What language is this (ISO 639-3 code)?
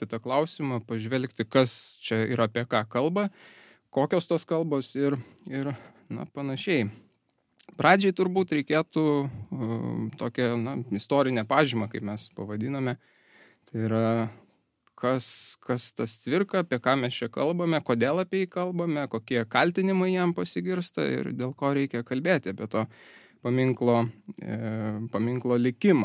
lit